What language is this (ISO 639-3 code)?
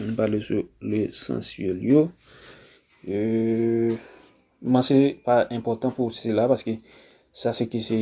hat